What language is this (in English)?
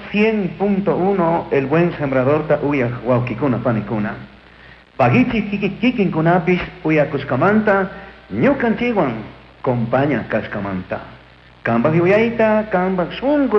Chimborazo Highland Quichua